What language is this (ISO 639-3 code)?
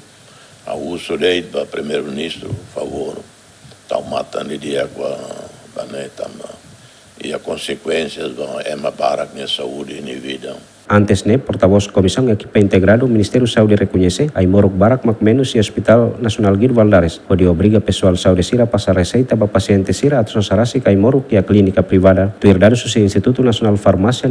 tet